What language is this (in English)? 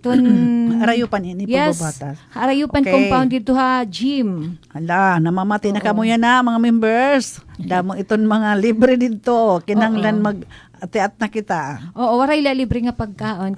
Waray